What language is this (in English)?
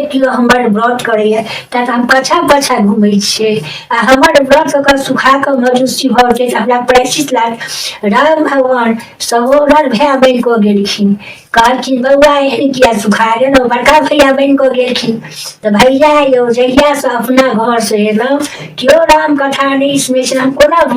Maithili